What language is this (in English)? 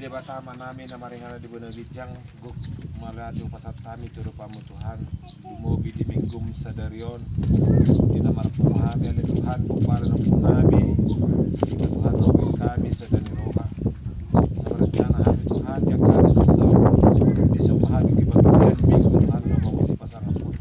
Batak Toba